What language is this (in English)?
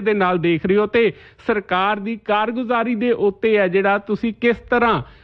Punjabi